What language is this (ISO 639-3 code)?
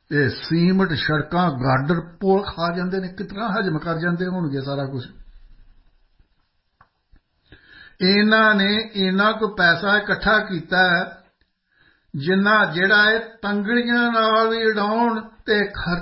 pan